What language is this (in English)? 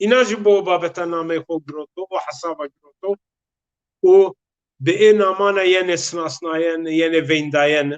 Zaza